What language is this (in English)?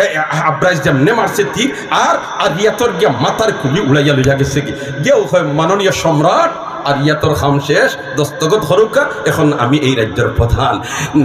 Sylheti